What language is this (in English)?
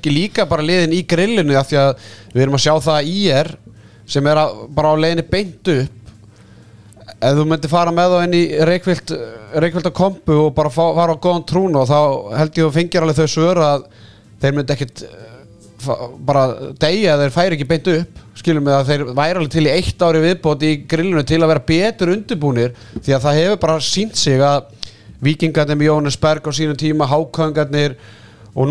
Icelandic